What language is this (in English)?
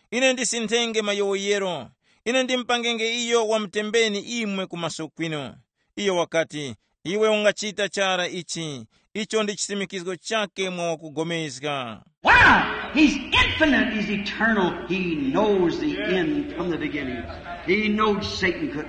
Tumbuka